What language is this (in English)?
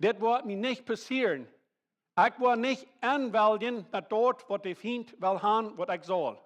Plautdietsch